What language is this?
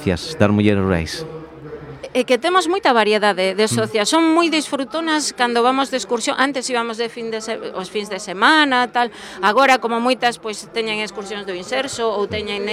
Galician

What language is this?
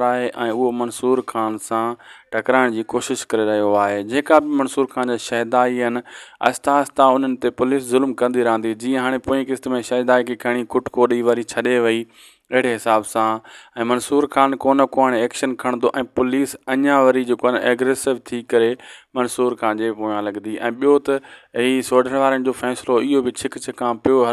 Sindhi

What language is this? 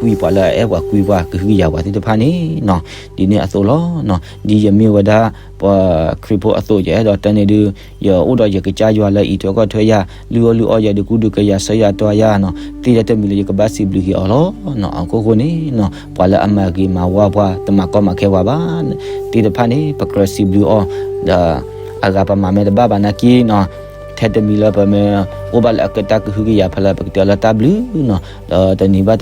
S'gaw Karen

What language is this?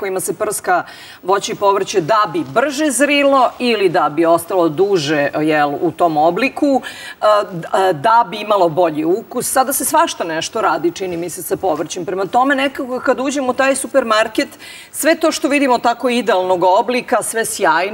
Serbian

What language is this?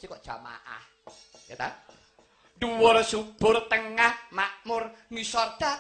Javanese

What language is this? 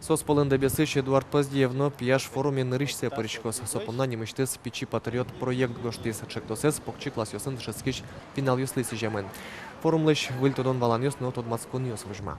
Udmurt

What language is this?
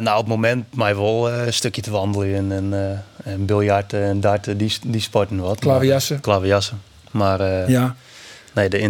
Western Frisian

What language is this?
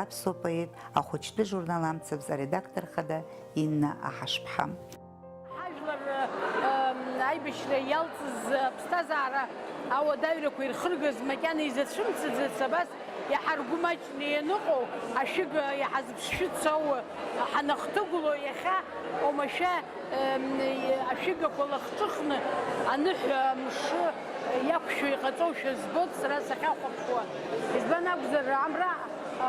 Abkhazian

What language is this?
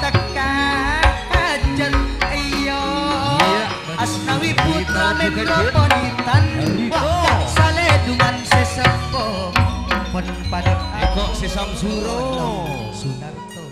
Madurese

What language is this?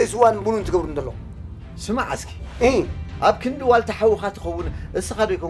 Tigrinya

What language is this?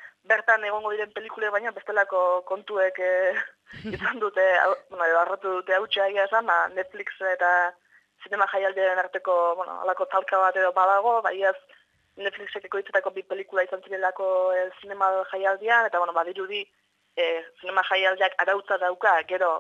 Basque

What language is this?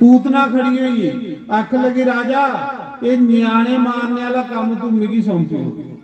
Dogri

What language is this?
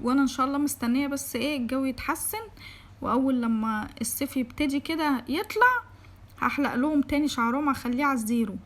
Egyptian Arabic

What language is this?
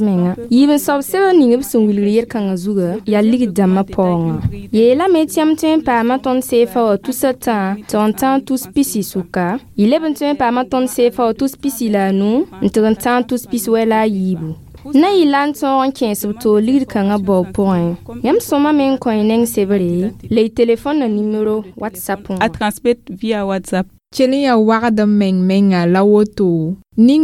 Mossi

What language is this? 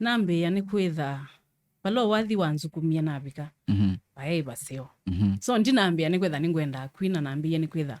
Kamba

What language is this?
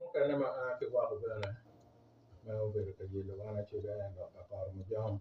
Acoli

